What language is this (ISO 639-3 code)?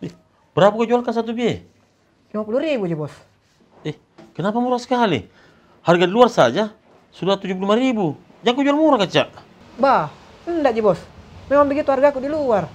mfp